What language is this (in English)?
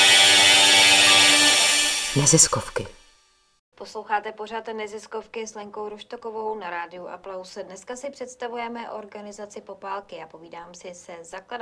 Czech